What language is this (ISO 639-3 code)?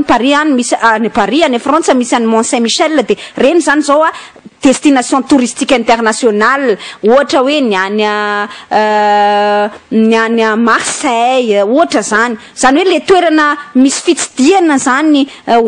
mlg